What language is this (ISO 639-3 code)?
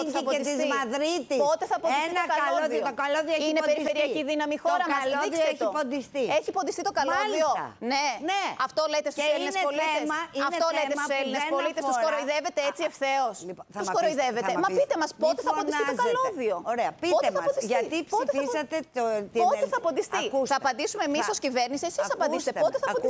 ell